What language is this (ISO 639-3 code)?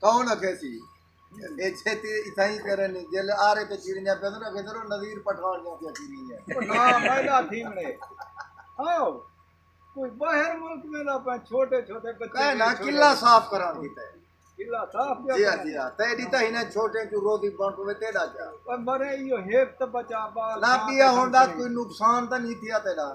skr